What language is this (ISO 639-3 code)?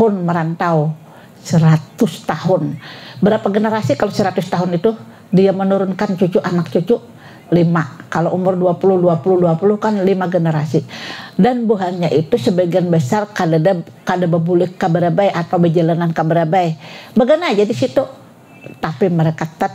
bjn